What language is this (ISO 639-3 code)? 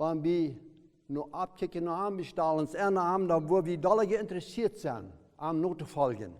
pdt